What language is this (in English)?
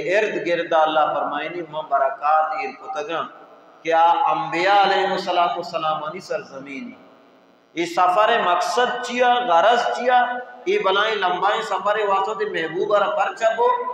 Baluchi